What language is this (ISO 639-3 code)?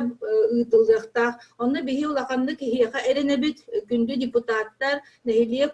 sah